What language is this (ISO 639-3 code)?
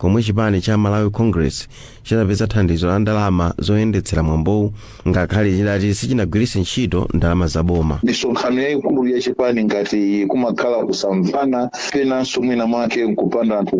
nya